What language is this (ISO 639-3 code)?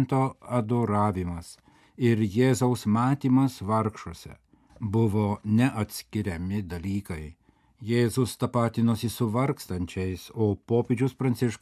lit